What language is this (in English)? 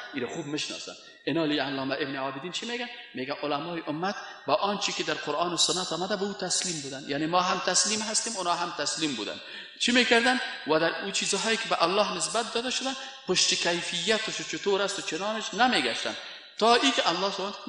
Persian